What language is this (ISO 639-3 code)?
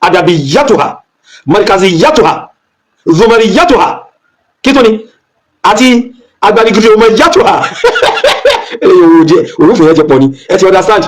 yor